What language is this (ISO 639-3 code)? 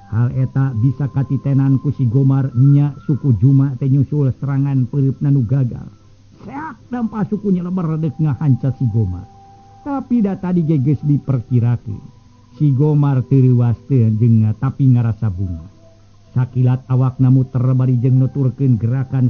sun